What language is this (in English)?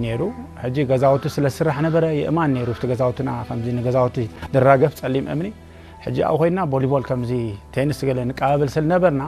Tigrinya